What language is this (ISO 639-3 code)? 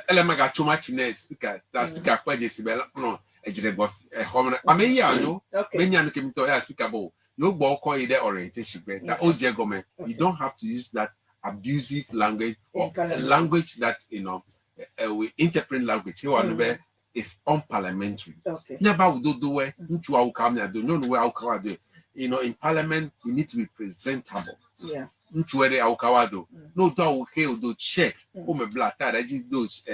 ewe